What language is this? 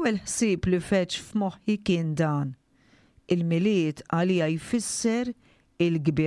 Maltese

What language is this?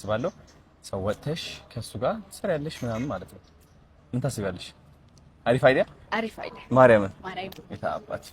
Amharic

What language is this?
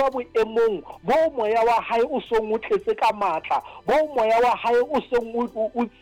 Southern Sotho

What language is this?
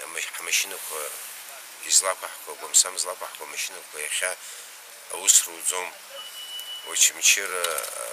Abkhazian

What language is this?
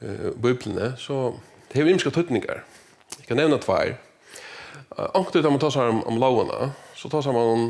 Faroese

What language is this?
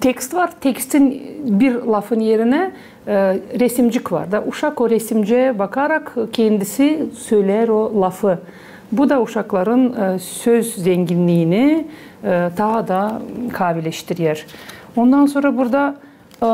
Gagauz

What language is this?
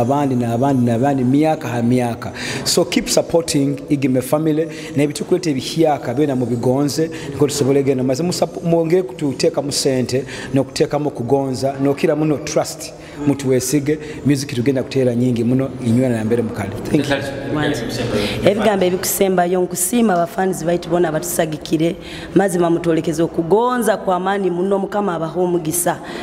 Nyoro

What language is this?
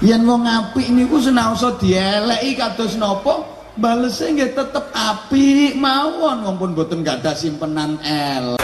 Javanese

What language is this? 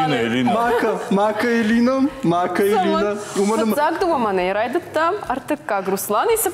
Ossetic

